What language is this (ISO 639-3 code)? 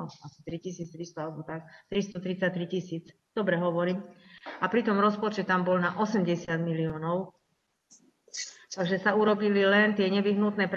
slk